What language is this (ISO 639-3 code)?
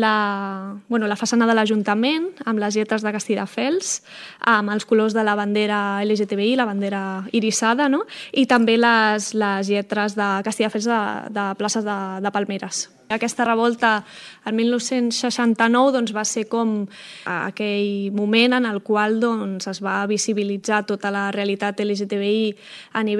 cat